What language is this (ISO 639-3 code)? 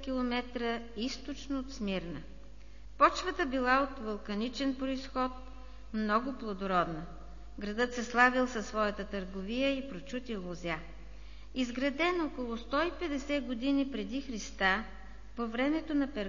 bul